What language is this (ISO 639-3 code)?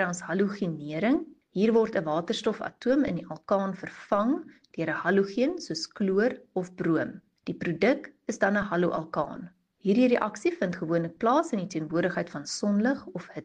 afr